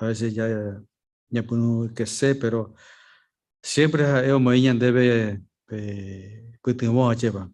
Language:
Guarani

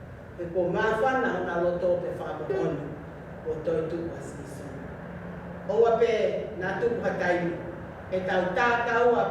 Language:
Tongan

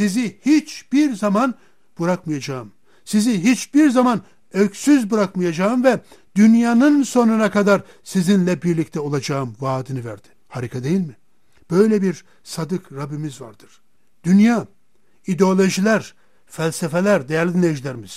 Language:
Turkish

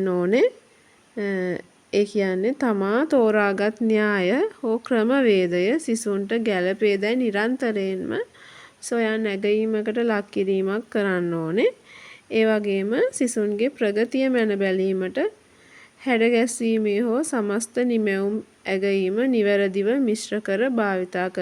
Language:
Sinhala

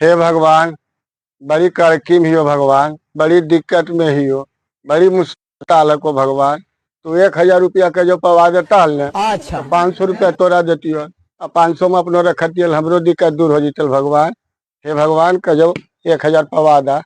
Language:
Magahi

